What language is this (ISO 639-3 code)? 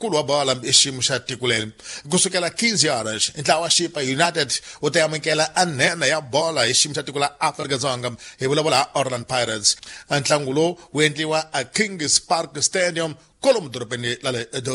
tso